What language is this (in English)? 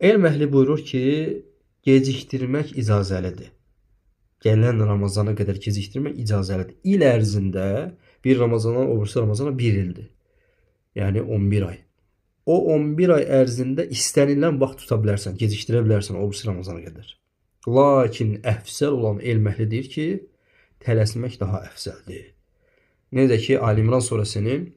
Azerbaijani